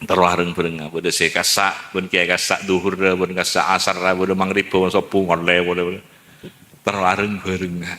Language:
Madurese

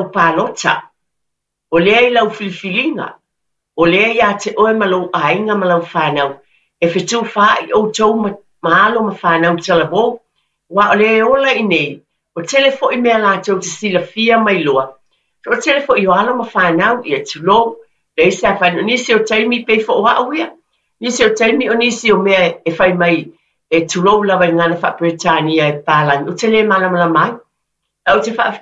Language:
Samoan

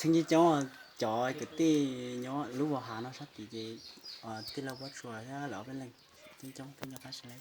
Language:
Hmong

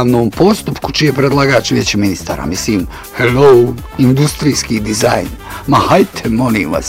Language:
Bosnian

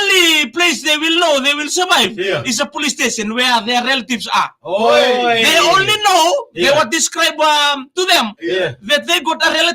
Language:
Fijian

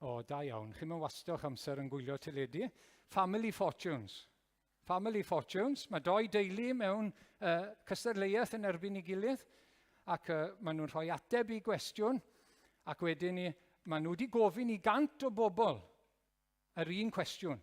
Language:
Welsh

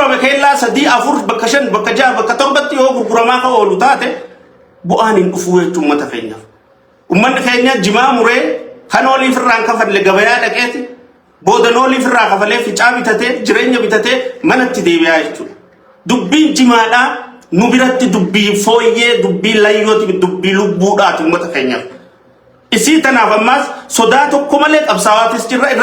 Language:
Oromo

